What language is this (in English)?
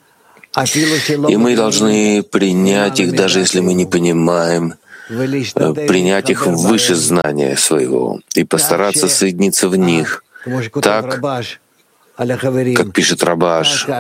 Russian